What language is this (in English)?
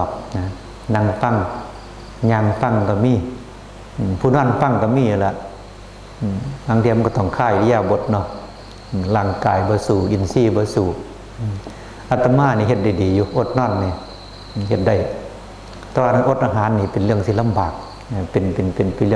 Northeastern Thai